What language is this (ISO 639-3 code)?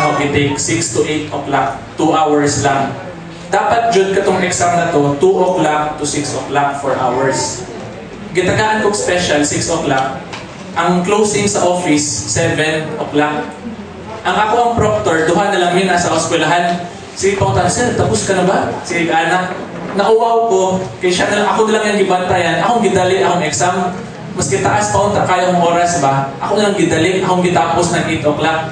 ceb